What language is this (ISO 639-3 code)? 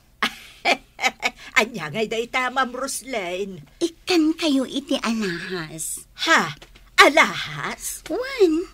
ilo